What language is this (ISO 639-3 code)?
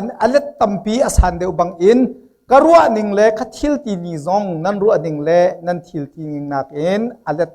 cnh